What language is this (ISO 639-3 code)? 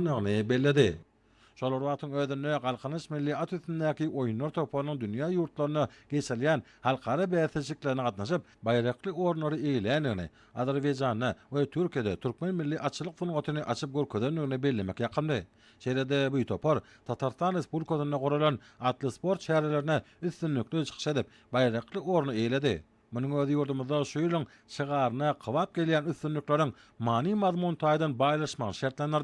tuk